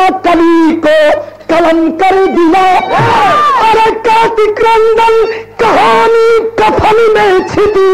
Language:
Bhojpuri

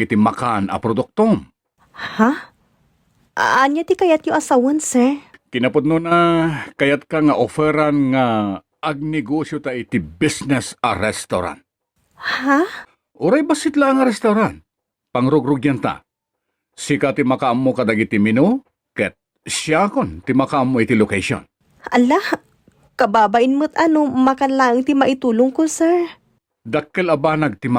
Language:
Iloko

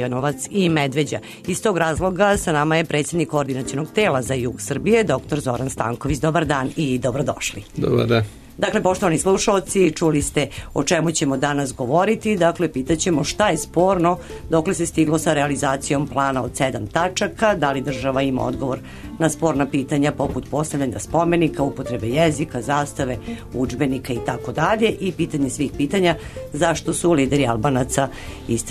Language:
Serbian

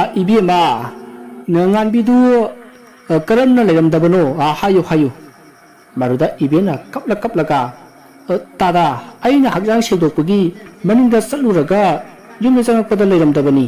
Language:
Manipuri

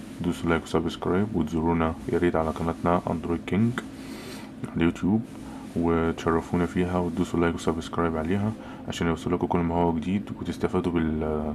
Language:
Egyptian Arabic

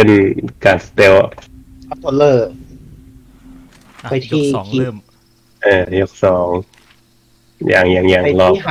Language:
Thai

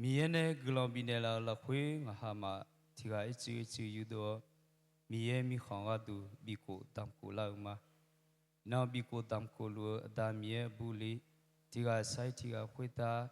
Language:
Akha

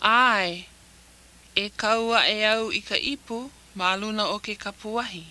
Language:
Hawaiian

